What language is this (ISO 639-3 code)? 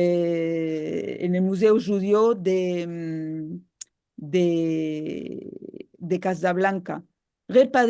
lad